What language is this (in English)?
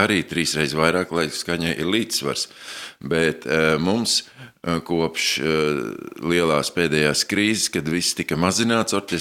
Latvian